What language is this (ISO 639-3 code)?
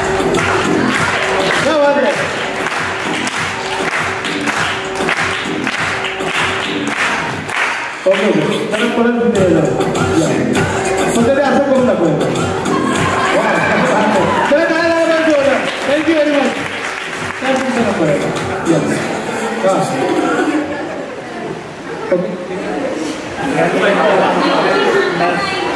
mar